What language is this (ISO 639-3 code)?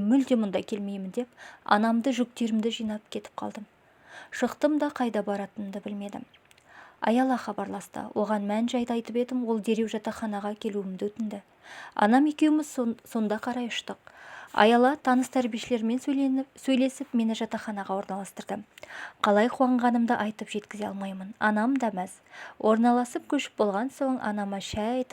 kaz